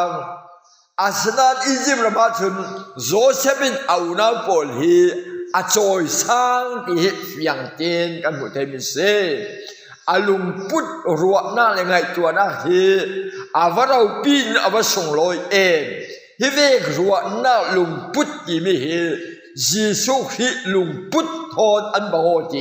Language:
Falam Chin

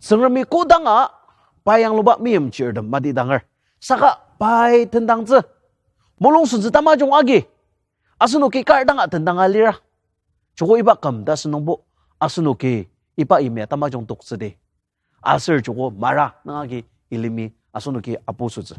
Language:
Ao Naga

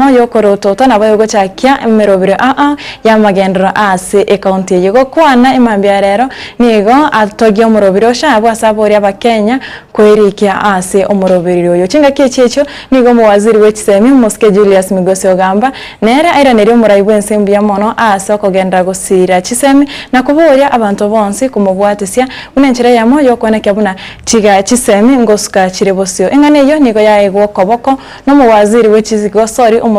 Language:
Gusii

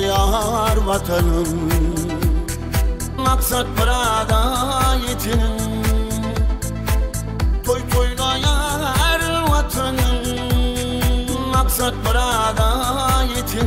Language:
Turkmen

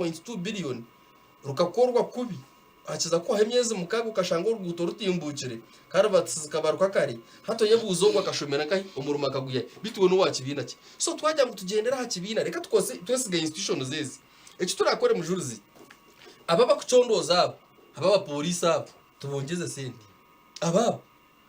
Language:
Nyankole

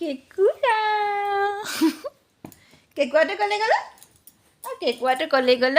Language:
Assamese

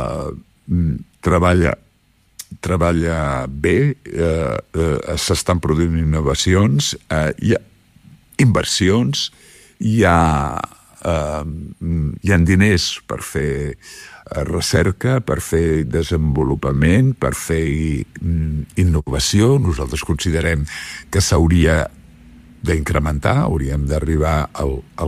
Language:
Catalan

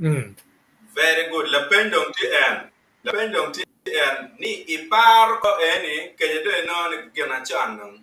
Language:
Acoli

